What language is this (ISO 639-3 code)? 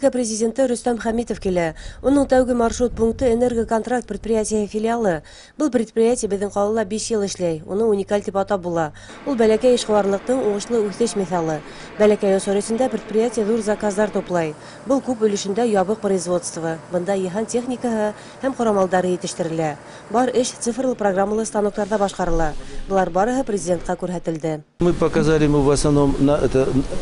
bak